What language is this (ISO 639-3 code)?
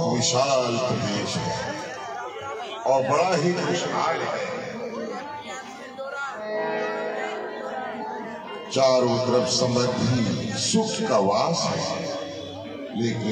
hin